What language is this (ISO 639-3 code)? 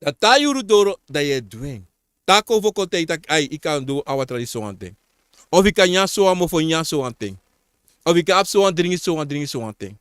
srn